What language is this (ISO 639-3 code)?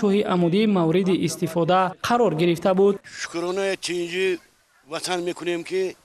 tgk